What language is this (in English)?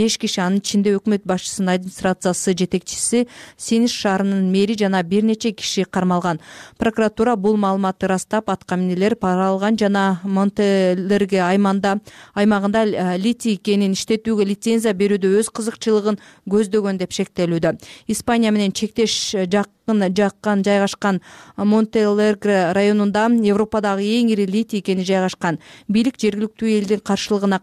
Kyrgyz